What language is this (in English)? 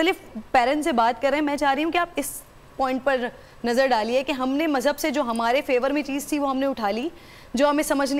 Urdu